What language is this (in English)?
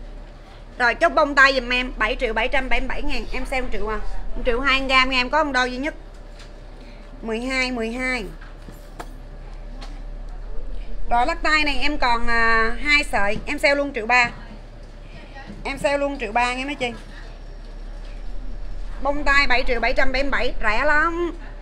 Vietnamese